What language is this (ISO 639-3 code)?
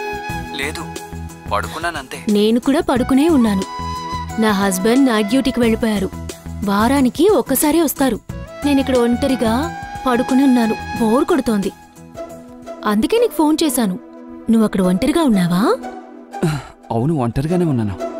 tel